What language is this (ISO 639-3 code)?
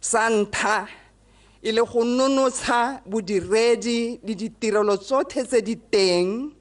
tsn